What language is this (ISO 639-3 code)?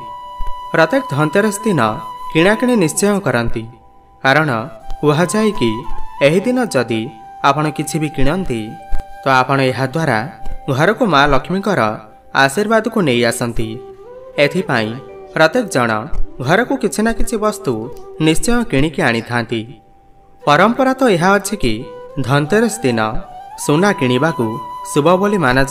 ori